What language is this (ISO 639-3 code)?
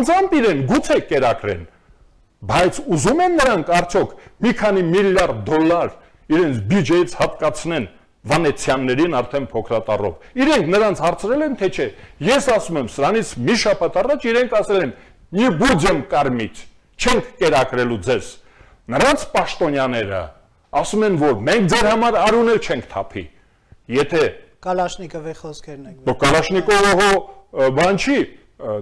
hye